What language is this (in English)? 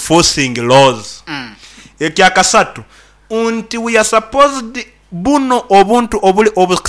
Nyoro